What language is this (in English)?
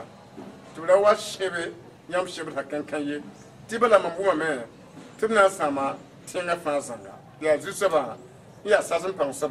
Mossi